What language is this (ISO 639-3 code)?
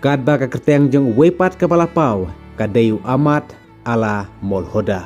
kha